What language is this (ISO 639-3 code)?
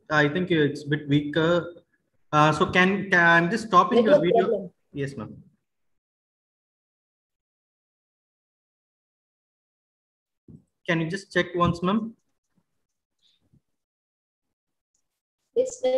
eng